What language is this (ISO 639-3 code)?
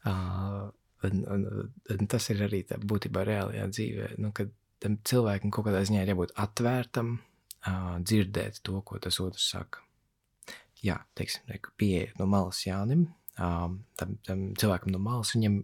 lav